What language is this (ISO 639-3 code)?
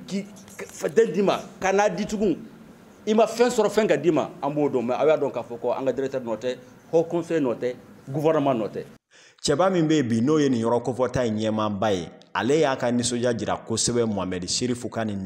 bam